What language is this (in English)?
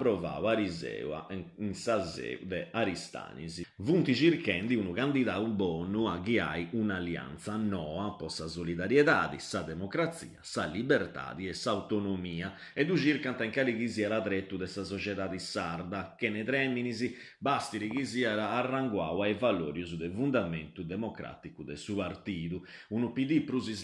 Sardinian